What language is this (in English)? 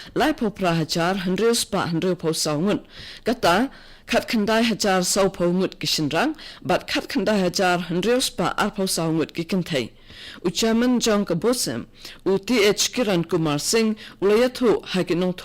Khasi